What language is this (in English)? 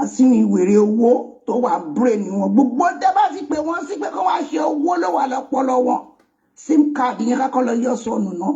Yoruba